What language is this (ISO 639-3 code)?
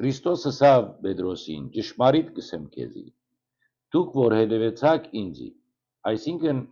hyw